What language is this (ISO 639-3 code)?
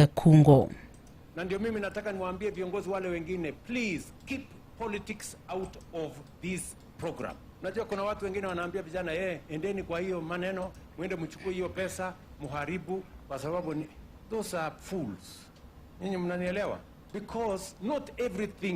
luo